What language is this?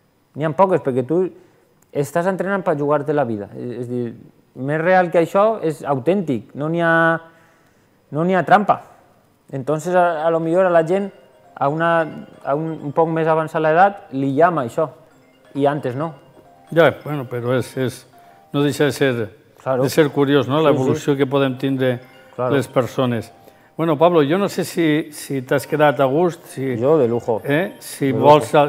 Catalan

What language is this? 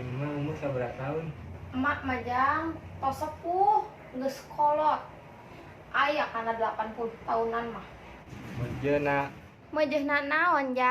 Sundanese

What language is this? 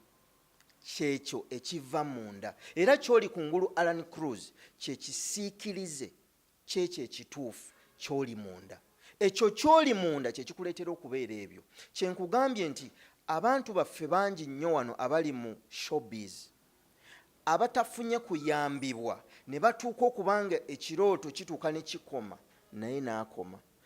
Ganda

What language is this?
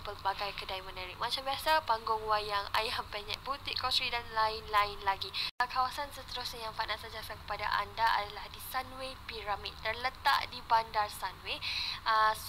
Malay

